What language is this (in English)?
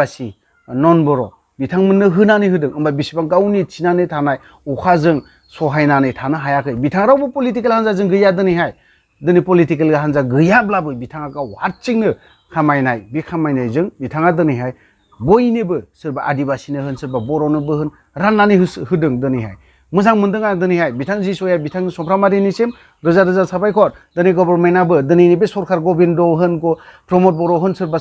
Bodo